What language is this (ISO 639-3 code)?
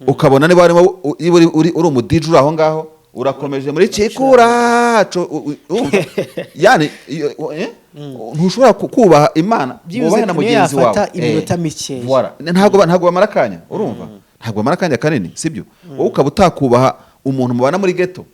kin